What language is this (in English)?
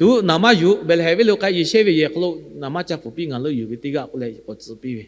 Lahu